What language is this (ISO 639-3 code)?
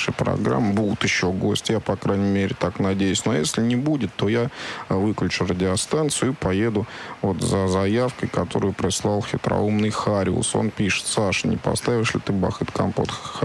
rus